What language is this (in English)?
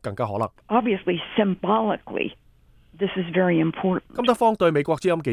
Cantonese